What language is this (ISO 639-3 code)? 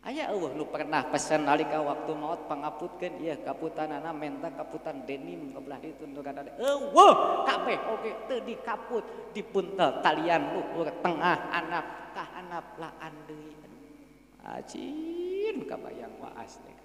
sun